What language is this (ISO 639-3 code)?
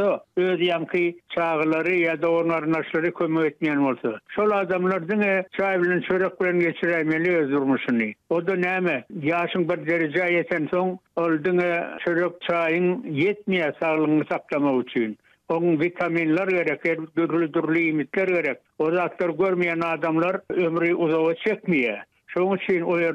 tuk